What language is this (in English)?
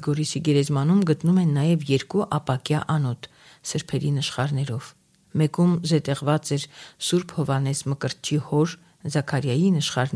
Armenian